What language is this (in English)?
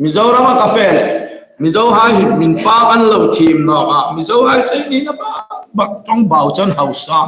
Hmar